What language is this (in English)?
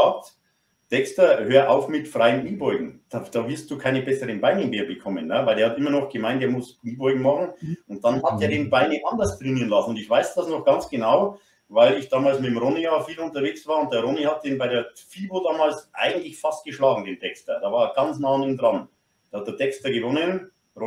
German